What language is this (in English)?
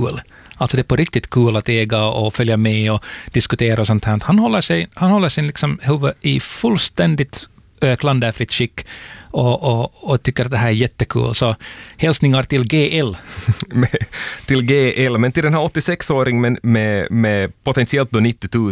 Swedish